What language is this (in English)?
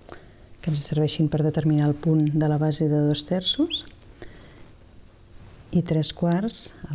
Catalan